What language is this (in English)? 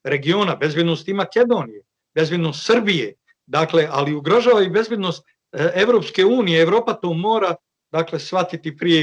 Bosnian